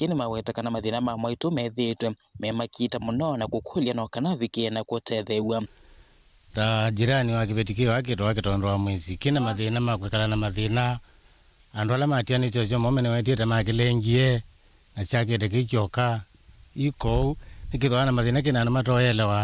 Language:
Kamba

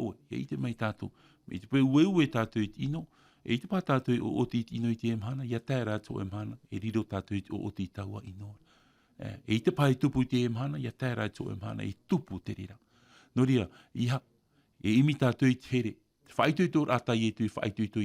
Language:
Tahitian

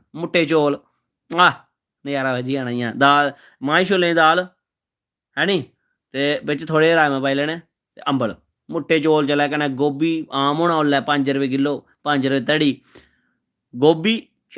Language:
Dogri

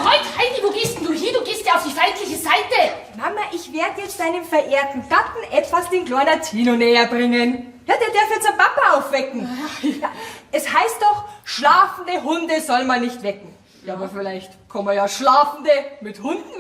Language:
Bavarian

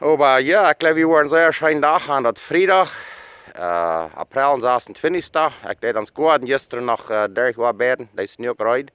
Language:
Plautdietsch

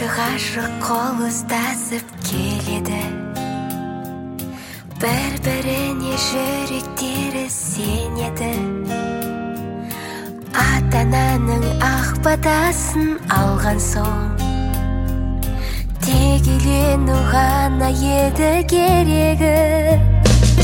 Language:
Kazakh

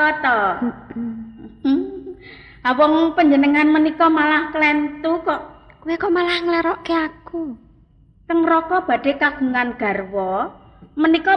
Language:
Javanese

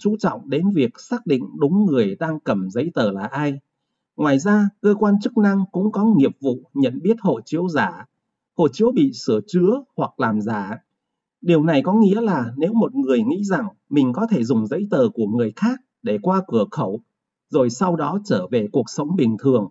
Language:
Vietnamese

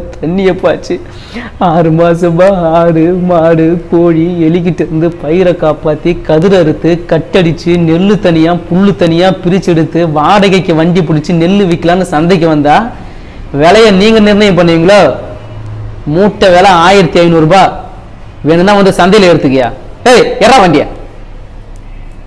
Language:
Tamil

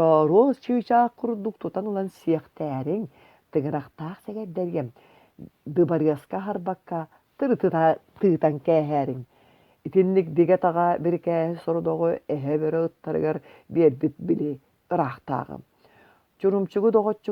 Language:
Yakut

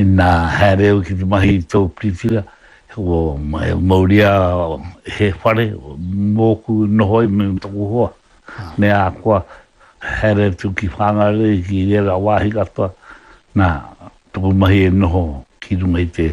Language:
Māori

